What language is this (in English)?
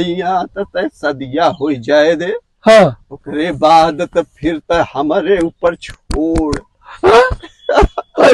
Awadhi